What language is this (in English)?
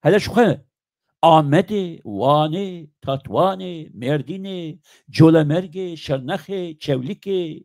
Kurdish